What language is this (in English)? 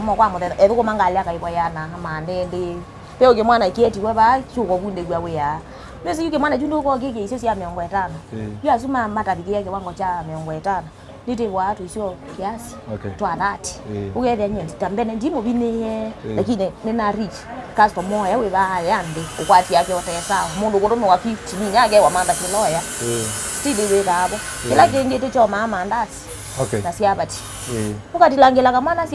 Kamba